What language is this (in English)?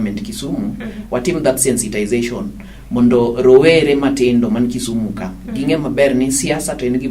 Luo (Kenya and Tanzania)